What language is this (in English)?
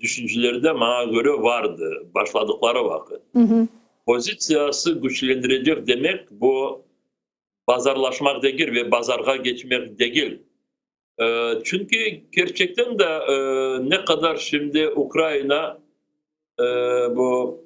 Crimean Tatar